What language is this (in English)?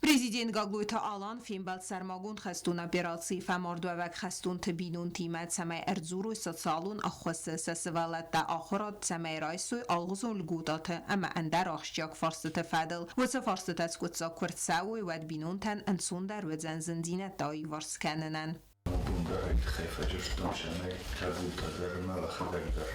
Ossetic